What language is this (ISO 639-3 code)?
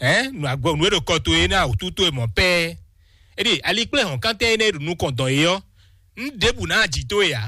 fon